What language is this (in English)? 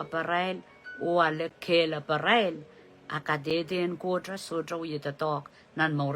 Pohnpeian